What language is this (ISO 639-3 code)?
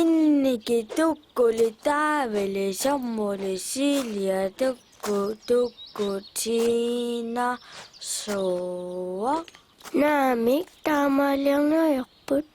kal